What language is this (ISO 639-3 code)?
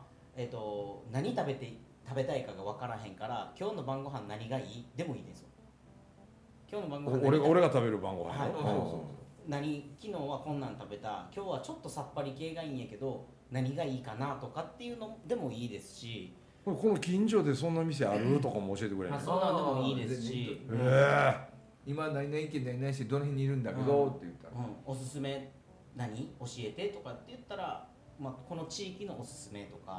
jpn